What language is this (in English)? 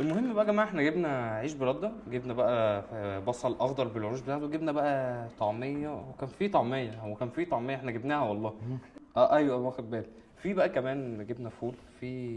Egyptian Arabic